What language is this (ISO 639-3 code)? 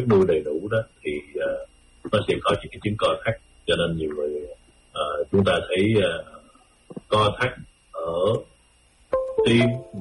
vie